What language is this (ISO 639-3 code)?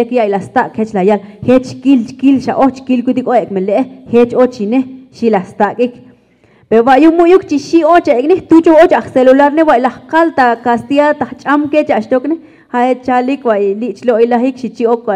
tzo